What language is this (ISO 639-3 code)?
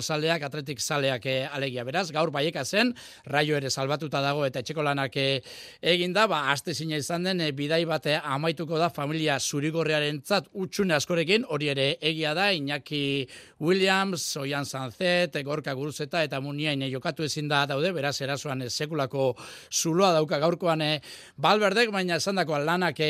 eus